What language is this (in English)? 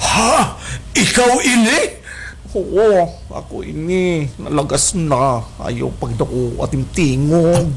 Waray